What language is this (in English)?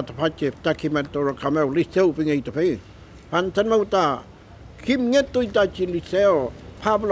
Mapuche